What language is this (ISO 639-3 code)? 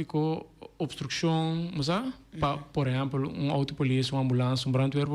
pap